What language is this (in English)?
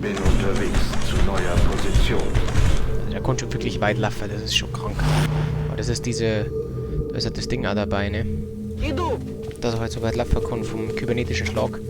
Bavarian